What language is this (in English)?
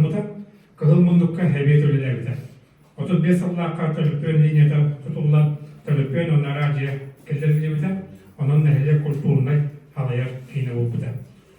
Yakut